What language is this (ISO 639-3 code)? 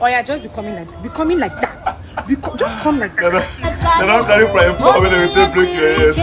pcm